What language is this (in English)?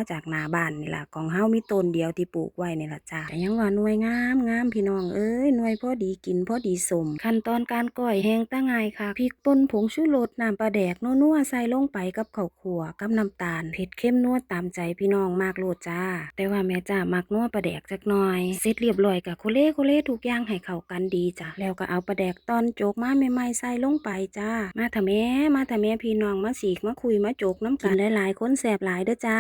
Northeastern Thai